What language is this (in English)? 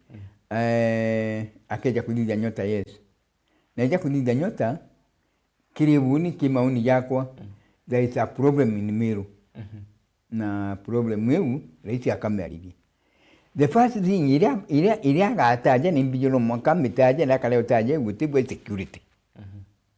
Meru